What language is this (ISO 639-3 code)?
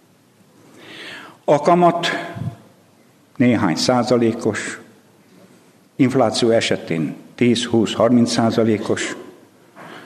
hun